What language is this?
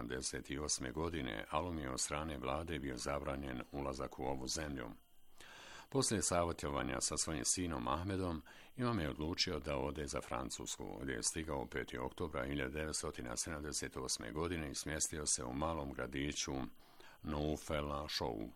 Bosnian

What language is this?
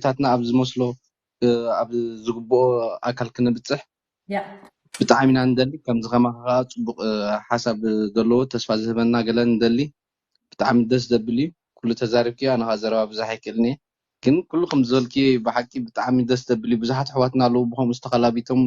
Tigrinya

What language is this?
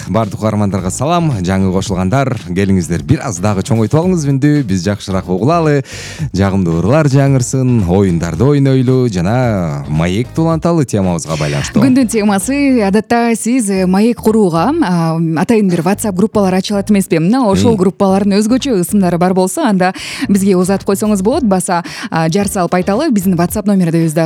Kyrgyz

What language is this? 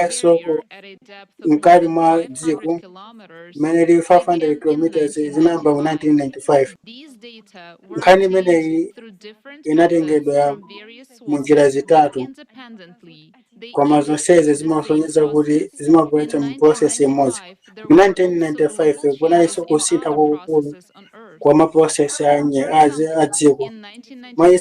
Nyanja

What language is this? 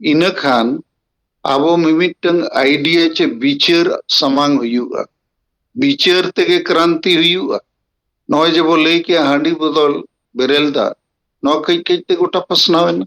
Santali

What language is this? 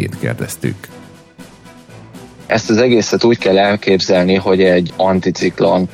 Hungarian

